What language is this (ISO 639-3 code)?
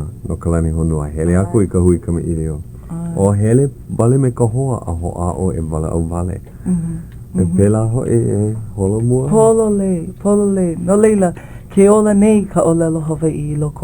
haw